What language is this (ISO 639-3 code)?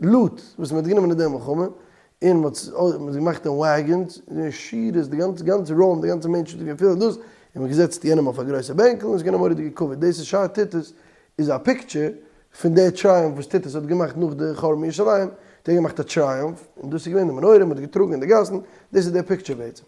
yid